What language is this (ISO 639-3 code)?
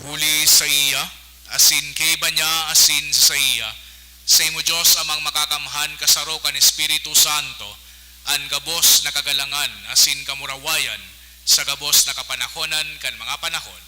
bik